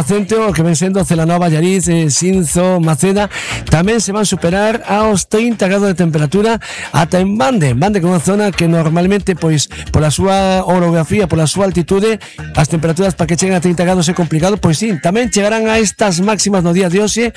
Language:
Galician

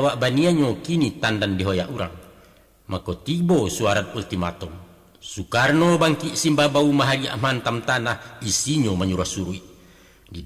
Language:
Minangkabau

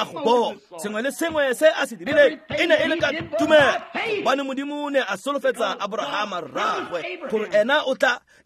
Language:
Tswana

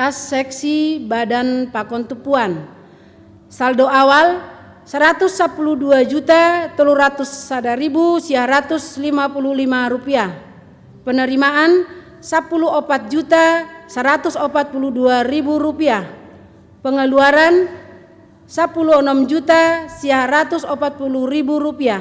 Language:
Batak Simalungun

